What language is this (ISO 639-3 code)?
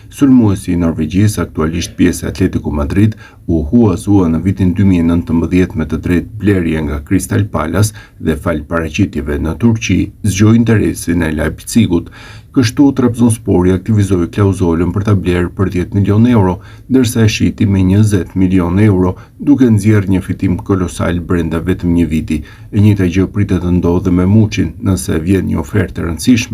sqi